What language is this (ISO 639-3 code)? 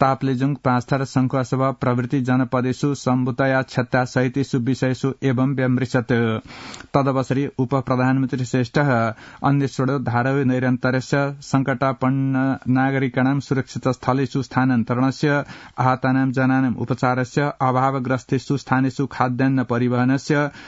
san